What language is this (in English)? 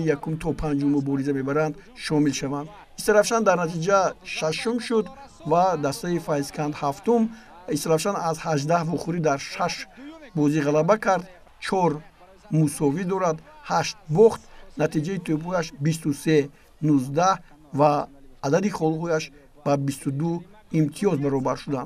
Tajik